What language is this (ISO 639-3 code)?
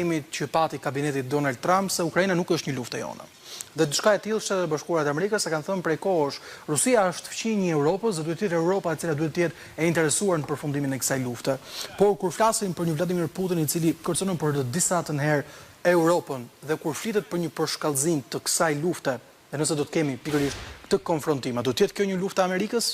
sqi